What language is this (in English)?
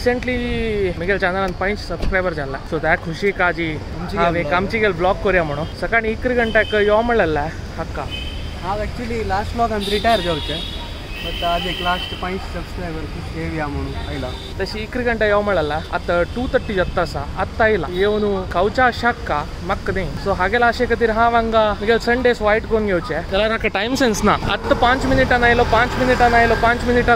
Konkani